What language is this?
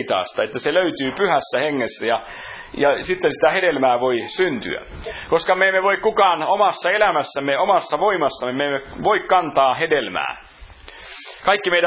Finnish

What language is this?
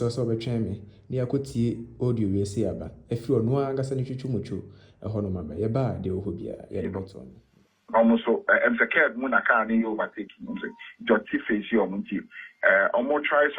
Akan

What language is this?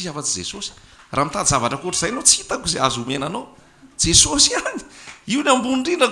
Malagasy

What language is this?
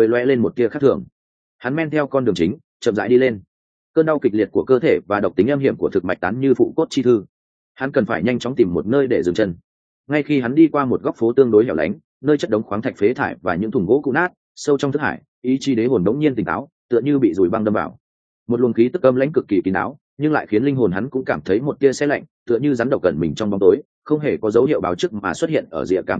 Vietnamese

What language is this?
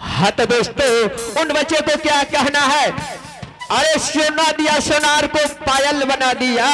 Angika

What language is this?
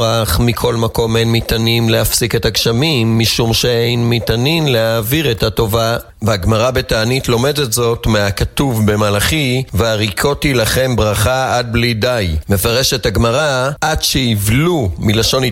Hebrew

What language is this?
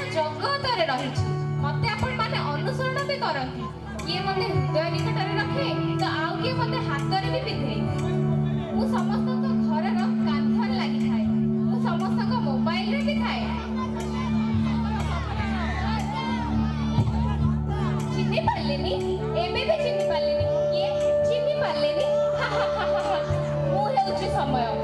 Odia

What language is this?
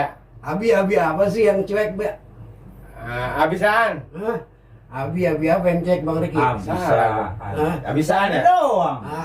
Betawi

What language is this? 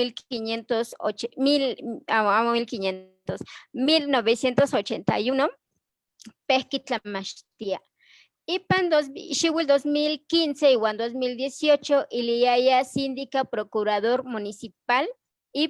Eastern Huasteca Nahuatl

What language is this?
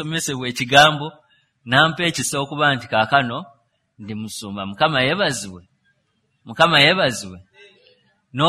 Ganda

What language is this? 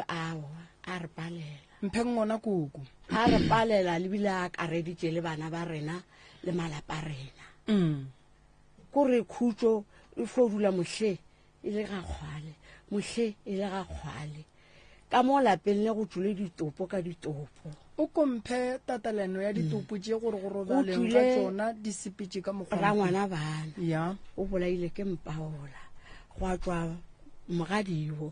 Northern Sotho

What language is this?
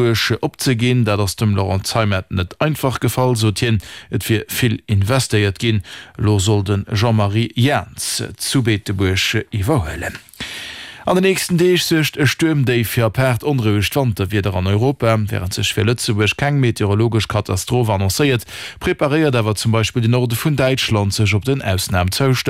Luxembourgish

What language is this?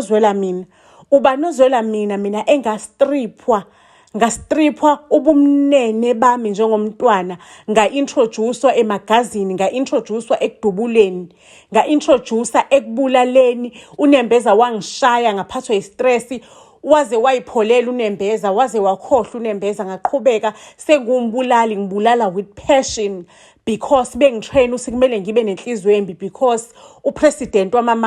Zulu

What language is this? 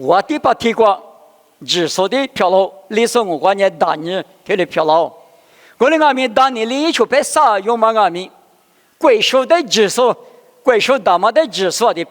Lisu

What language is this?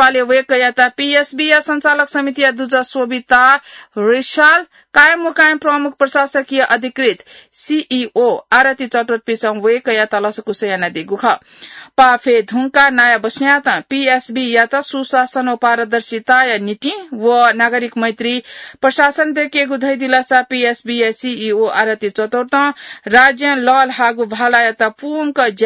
Newari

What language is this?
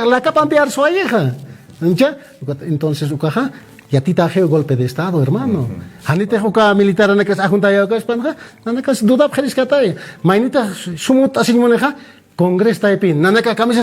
Aymara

